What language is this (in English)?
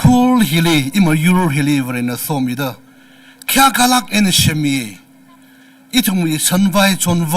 Tangkhul Naga (India)